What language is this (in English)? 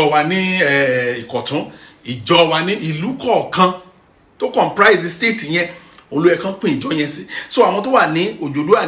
Yoruba